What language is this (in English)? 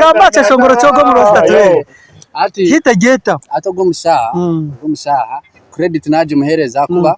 Nyankole